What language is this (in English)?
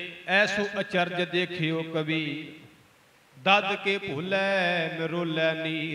Punjabi